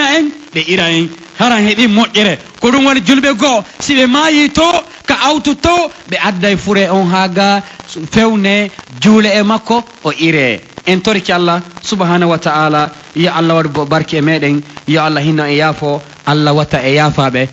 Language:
Pular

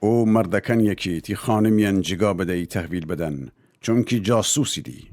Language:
Gilaki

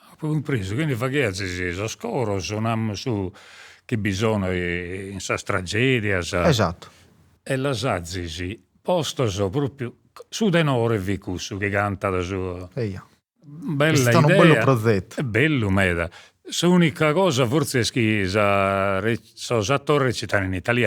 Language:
Sardinian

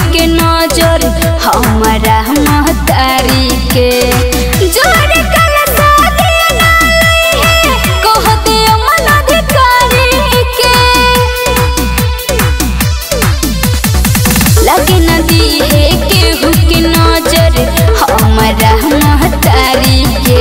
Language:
Bhojpuri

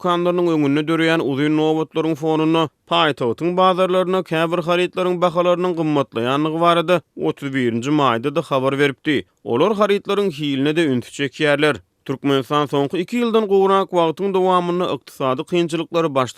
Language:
Turkmen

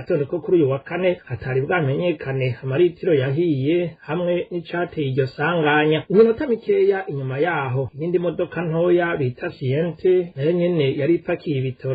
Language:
Rundi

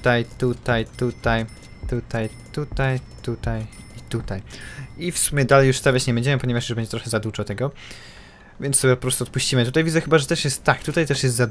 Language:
Polish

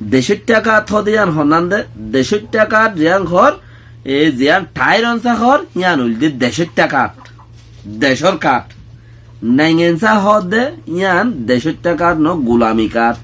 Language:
Rohingya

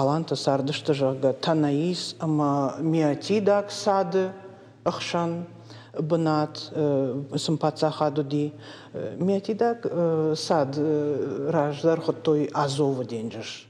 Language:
Ossetic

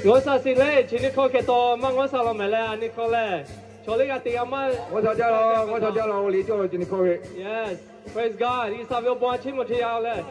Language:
Lahu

